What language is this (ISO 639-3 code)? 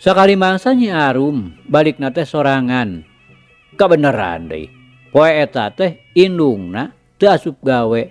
sun